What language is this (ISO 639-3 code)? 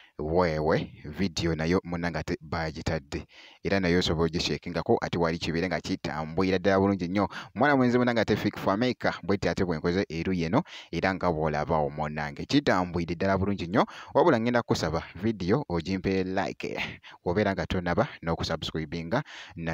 lug